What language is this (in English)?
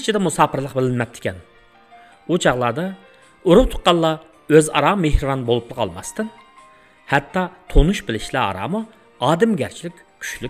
Uyghur